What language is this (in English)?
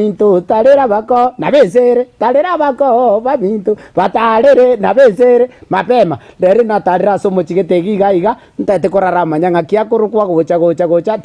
Gusii